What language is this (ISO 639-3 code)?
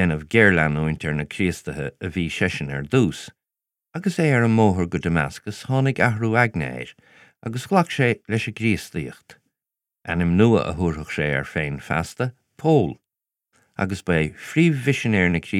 gle